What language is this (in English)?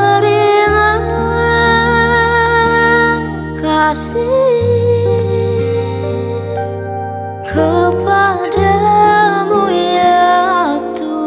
Indonesian